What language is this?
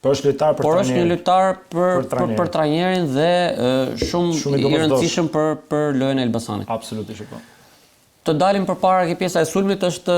Albanian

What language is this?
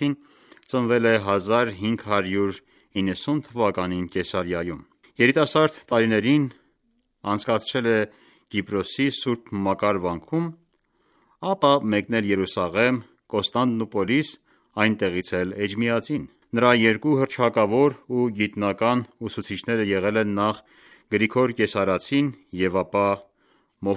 Armenian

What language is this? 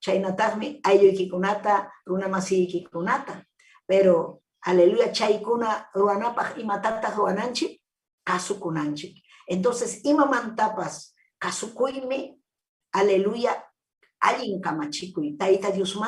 Ayacucho Quechua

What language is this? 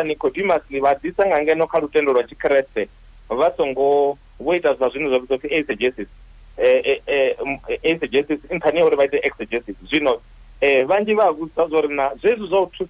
Venda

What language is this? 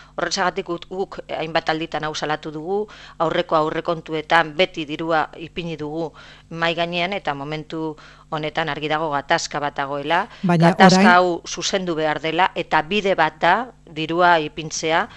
Basque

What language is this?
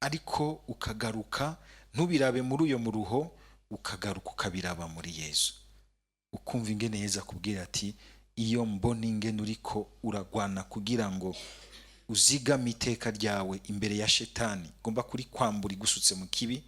Rundi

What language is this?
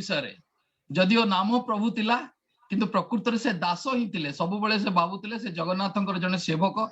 Odia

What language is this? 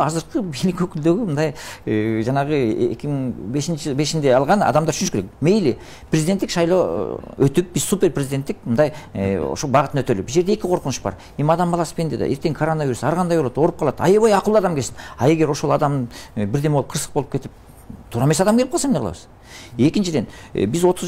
Kyrgyz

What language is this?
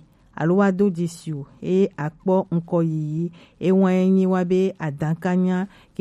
Gen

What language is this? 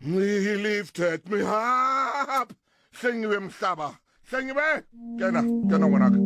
Southern Sotho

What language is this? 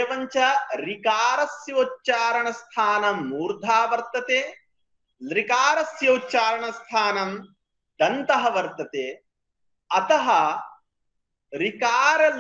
Sanskrit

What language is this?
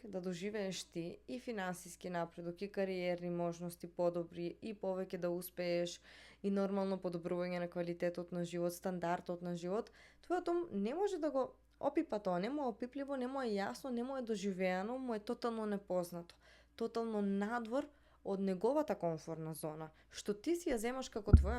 Macedonian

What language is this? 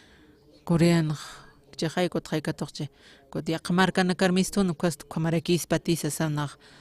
Aymara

